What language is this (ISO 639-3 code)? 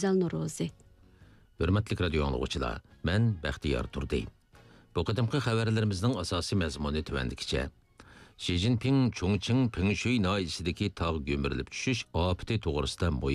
uig